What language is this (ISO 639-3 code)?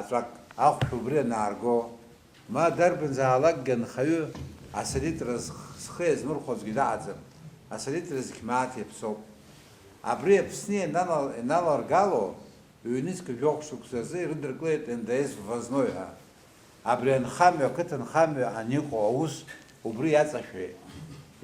abk